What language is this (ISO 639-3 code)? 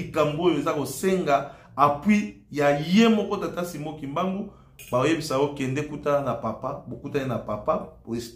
lin